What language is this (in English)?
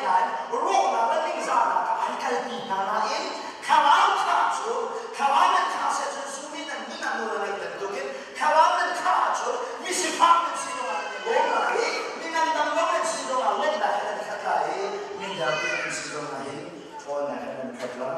Hakha Chin